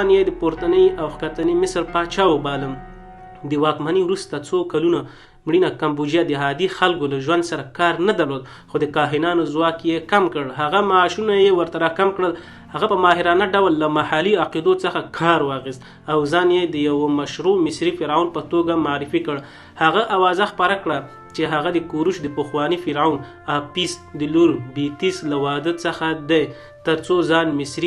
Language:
Pashto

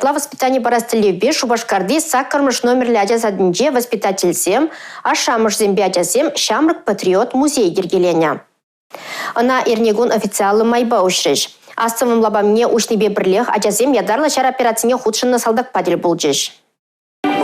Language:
Chuvash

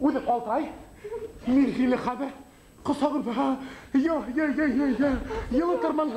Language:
Bashkir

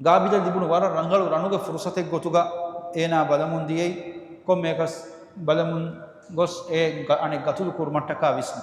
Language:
Divehi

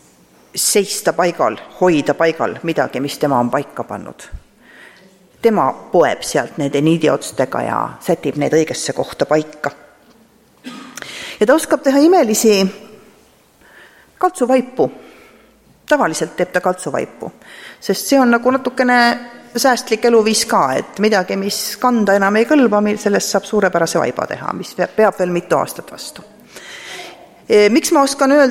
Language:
Estonian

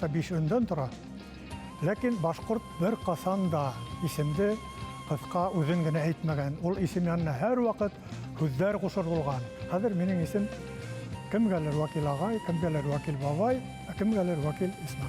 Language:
Bashkir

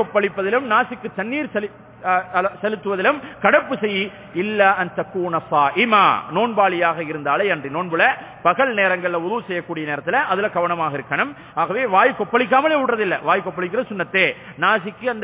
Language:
Tamil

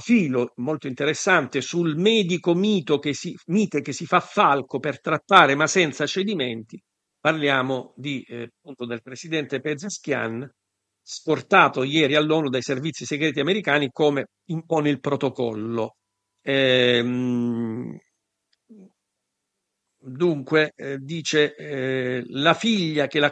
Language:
Italian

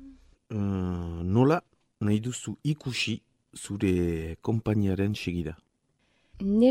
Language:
Basque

